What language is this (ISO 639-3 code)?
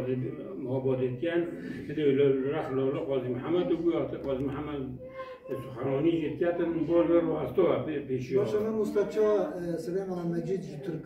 kur